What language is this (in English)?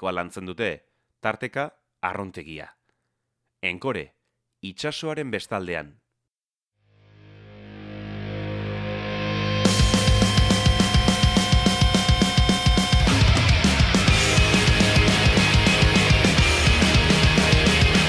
Basque